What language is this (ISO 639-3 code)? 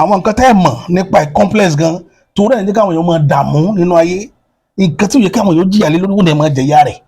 yor